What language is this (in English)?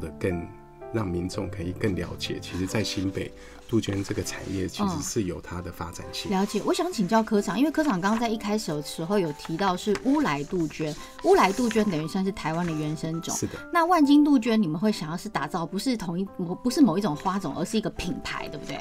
Chinese